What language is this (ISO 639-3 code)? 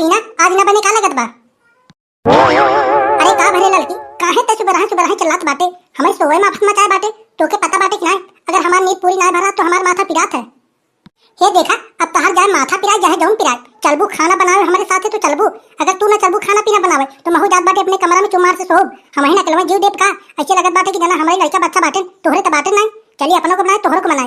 awa